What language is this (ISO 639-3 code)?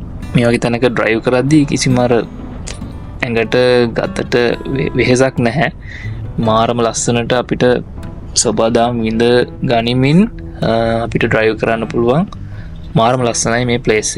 sin